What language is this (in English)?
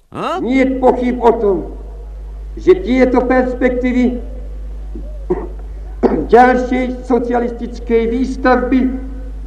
Slovak